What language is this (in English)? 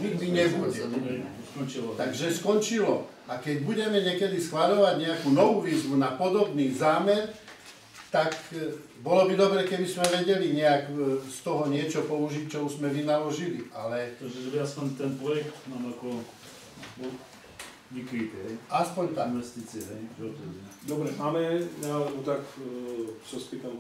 Slovak